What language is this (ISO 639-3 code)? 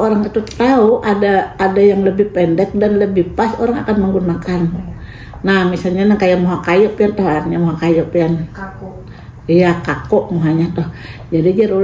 bjn